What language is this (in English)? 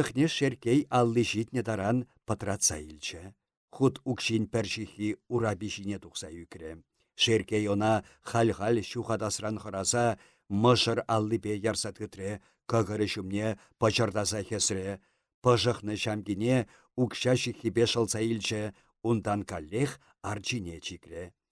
Chuvash